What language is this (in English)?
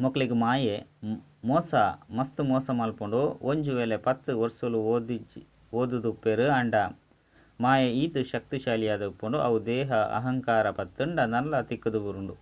Tulu